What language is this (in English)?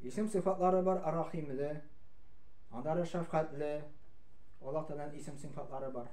Tatar